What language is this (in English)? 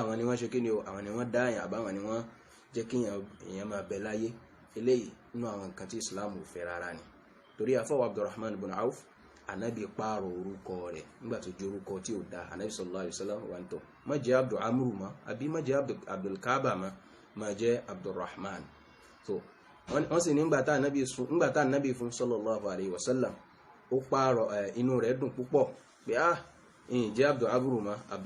Yoruba